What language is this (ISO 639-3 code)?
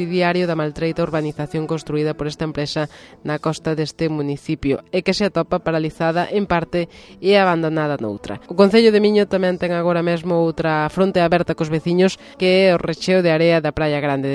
glg